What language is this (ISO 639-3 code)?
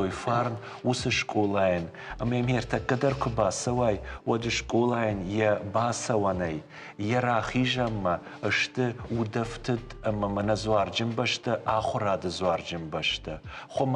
oss